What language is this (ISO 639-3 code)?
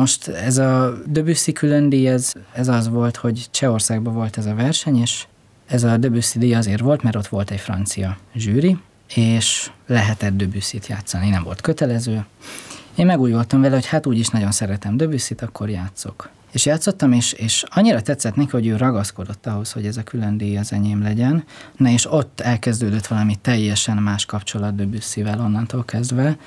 hun